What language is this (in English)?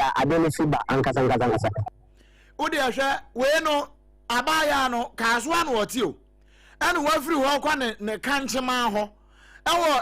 Akan